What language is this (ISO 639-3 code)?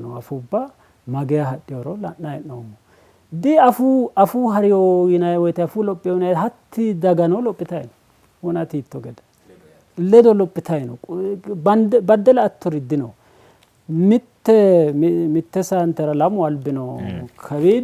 sid